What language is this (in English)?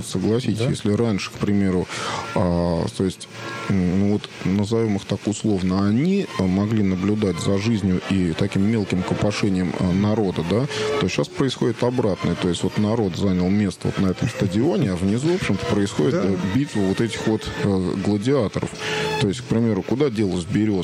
Russian